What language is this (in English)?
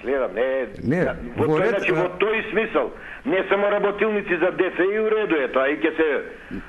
Macedonian